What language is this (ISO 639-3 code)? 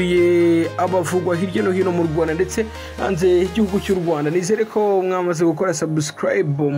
kin